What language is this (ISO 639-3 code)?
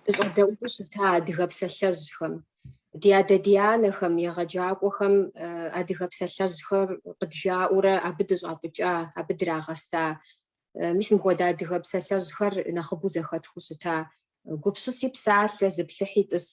kbd